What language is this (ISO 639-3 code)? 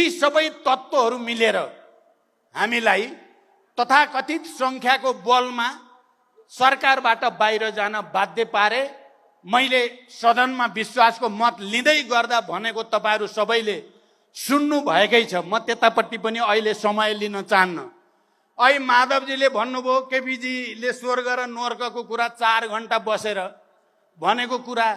nep